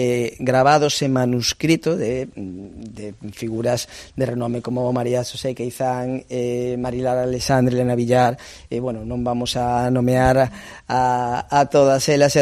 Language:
Galician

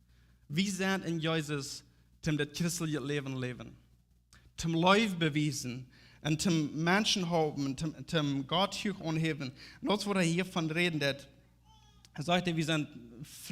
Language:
Plautdietsch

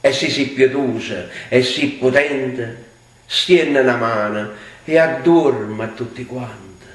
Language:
Neapolitan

